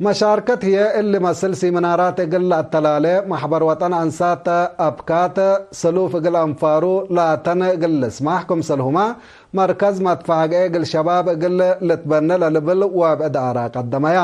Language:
Tigre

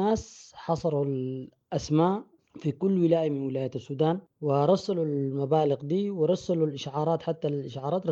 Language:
Sudanese Arabic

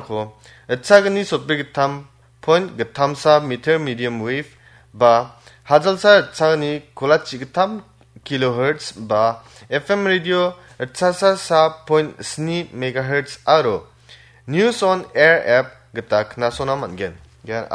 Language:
Garo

